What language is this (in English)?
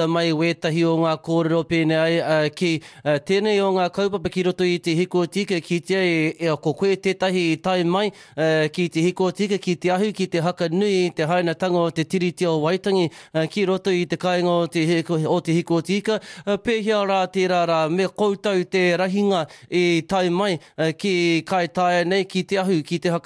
Māori